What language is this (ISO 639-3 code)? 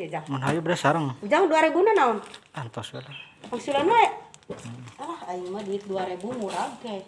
sun